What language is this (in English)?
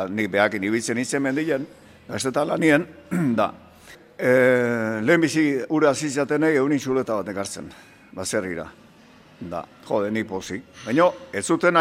Basque